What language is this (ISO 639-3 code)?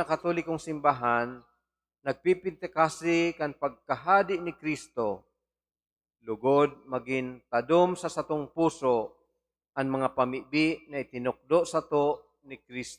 bik